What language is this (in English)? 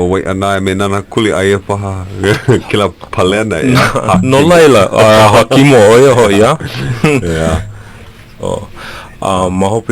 Hawaiian